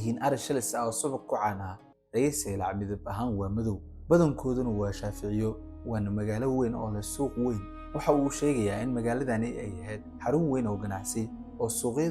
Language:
Somali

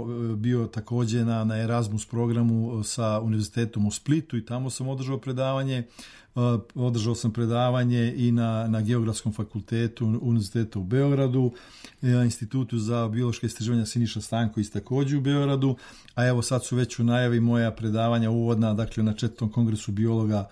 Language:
Serbian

